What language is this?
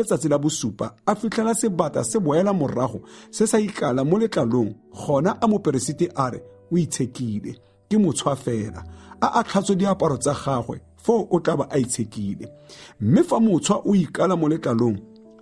Tswana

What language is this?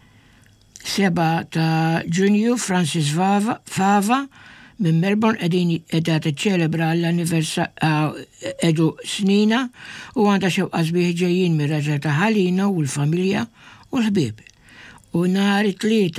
Maltese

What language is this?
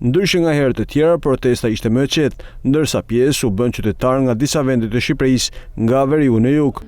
Albanian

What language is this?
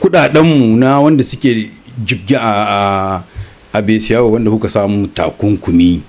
Hausa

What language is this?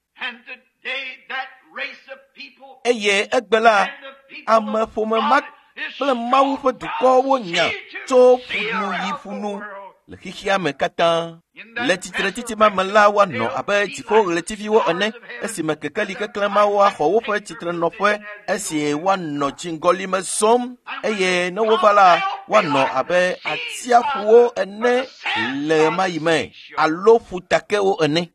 Ewe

